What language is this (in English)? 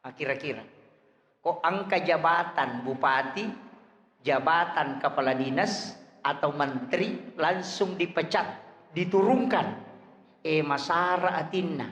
Buginese